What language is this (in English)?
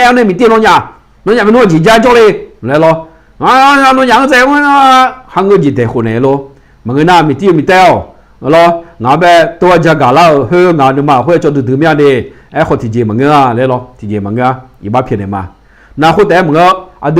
Akha